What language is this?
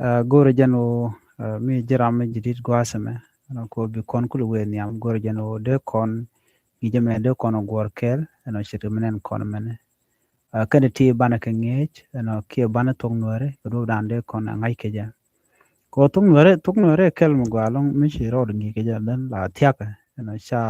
Nuer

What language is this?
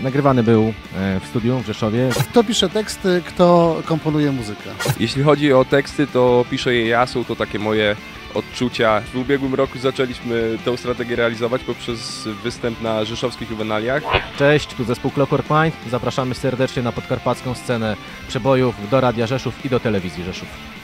Polish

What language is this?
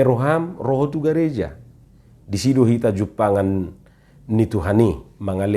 Batak Toba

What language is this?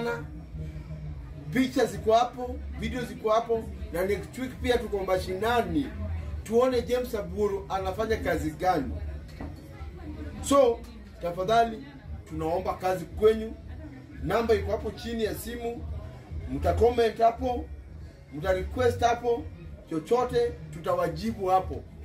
Swahili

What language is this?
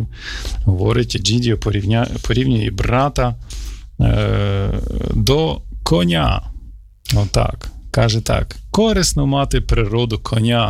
Ukrainian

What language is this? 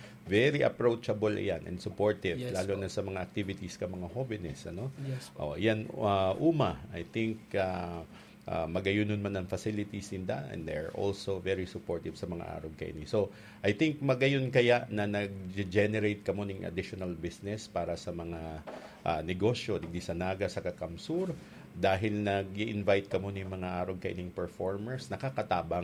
Bikol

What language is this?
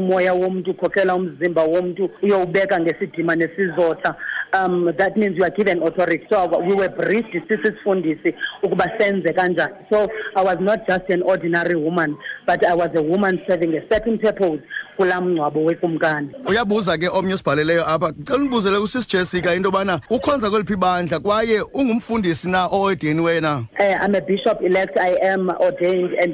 Xhosa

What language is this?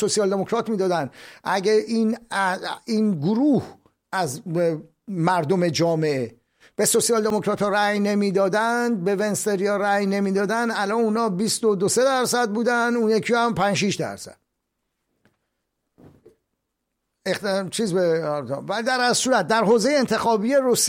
Persian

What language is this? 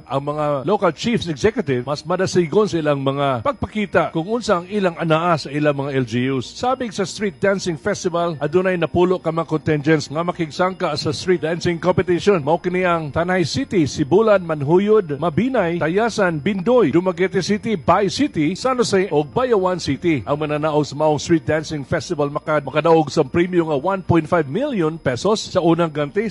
Cebuano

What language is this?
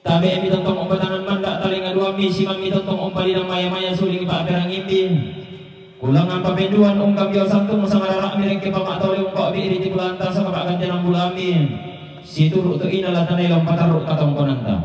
Toraja-Sa'dan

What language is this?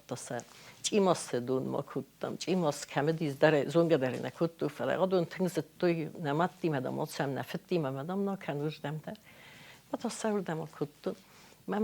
Ossetic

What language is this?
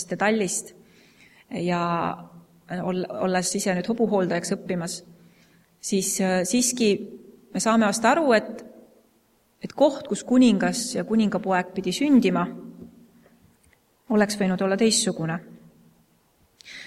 Estonian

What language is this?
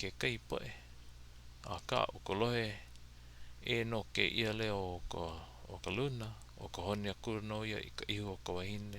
Hawaiian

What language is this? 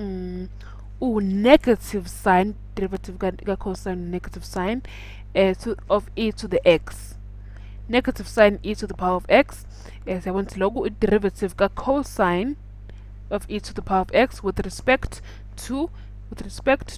Zulu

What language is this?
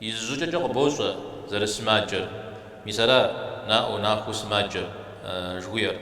Kabardian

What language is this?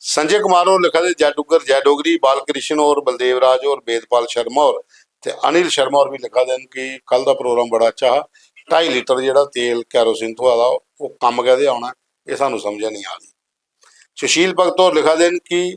Dogri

